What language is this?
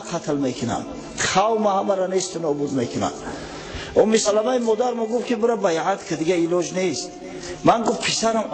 Tajik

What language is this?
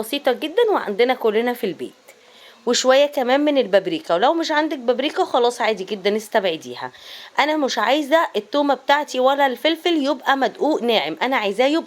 Egyptian Arabic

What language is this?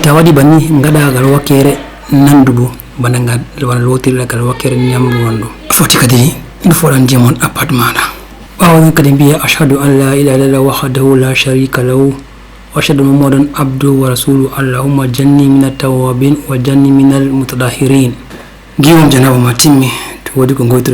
Fula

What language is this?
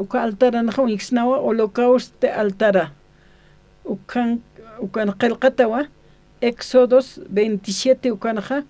Aymara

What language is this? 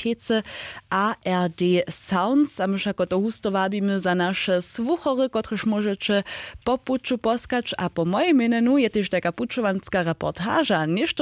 Upper Sorbian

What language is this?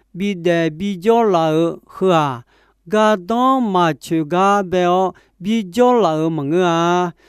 Akha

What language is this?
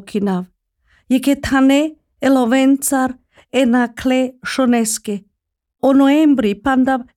Slovenian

